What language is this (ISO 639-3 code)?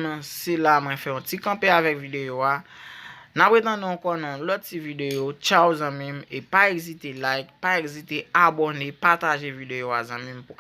hat